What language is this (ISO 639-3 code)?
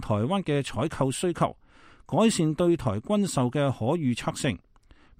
yue